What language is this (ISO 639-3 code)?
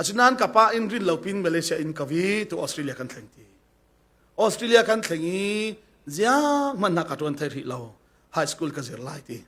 cfm